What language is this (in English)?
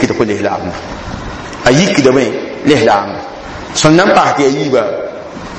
Mossi